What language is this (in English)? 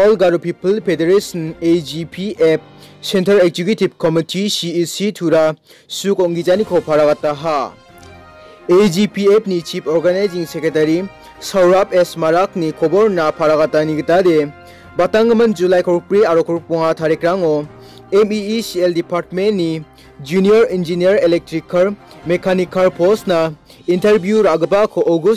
Garo